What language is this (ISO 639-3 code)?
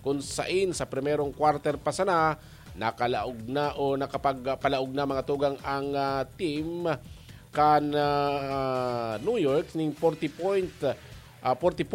bik